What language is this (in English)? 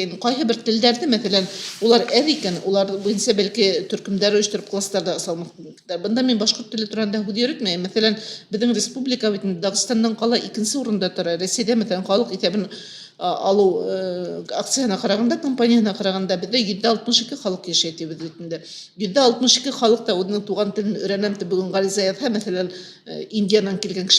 Bashkir